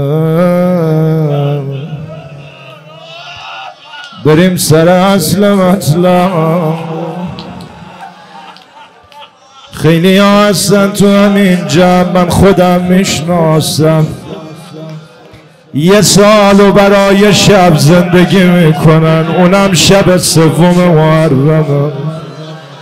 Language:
Persian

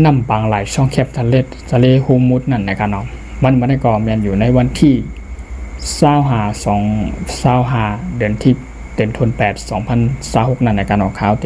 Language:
Shan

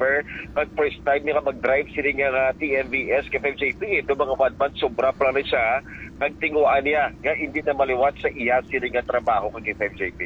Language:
Hiligaynon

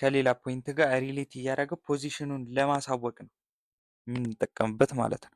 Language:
Amharic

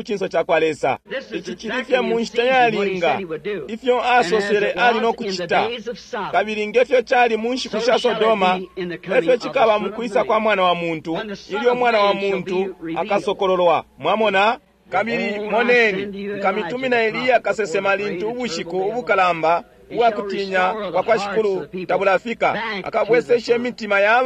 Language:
Bemba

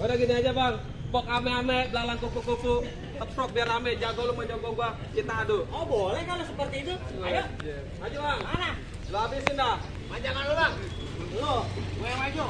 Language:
Betawi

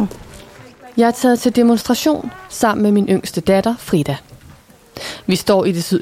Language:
Danish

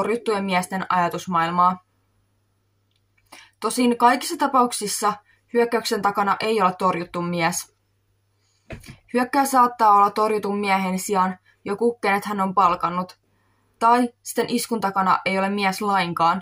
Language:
Finnish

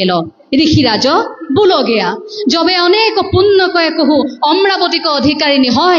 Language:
Assamese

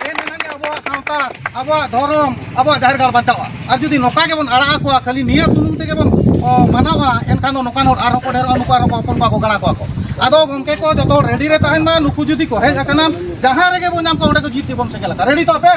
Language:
Santali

